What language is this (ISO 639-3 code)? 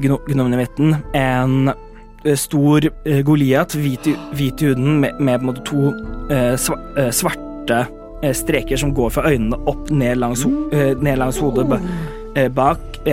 nor